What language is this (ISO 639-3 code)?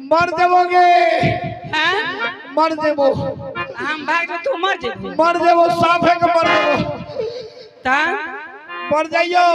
mai